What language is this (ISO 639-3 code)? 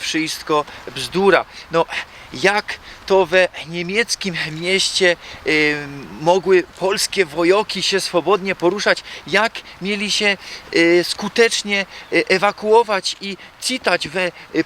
szl